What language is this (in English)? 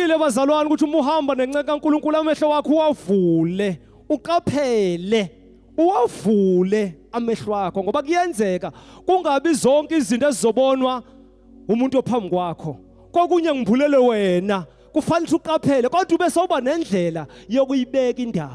Zulu